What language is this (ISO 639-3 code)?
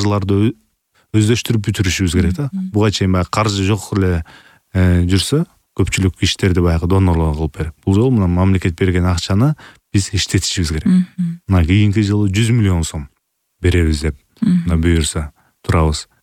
kir